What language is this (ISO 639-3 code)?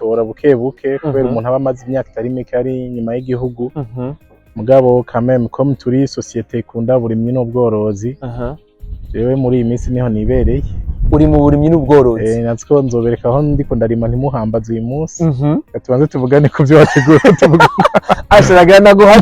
run